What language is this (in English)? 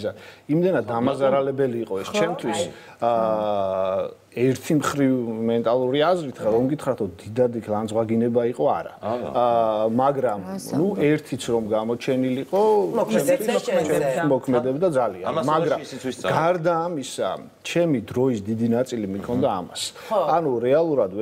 Georgian